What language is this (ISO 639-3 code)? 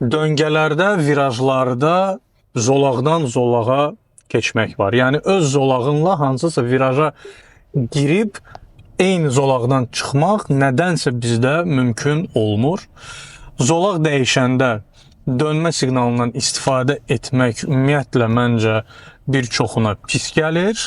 aze